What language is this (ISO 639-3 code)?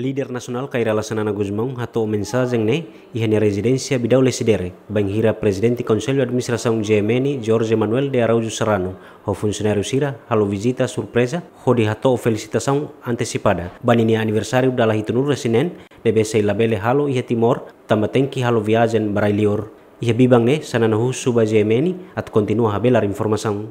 tet